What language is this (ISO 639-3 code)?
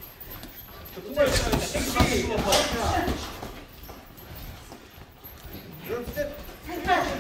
kor